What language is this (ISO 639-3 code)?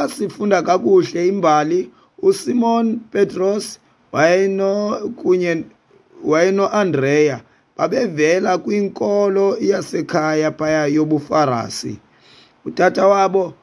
xho